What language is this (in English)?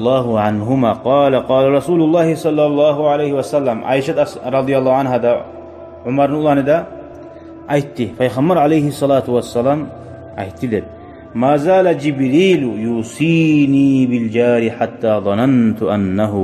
Kumyk